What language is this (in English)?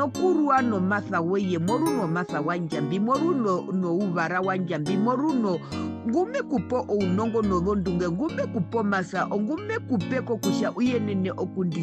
Herero